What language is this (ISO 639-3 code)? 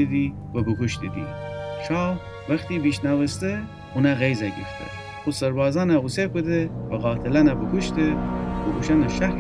glk